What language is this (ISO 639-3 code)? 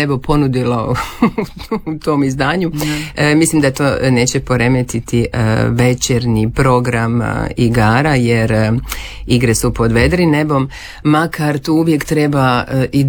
hrv